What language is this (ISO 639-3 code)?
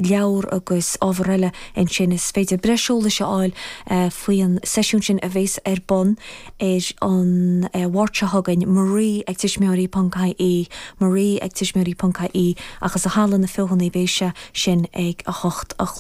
gle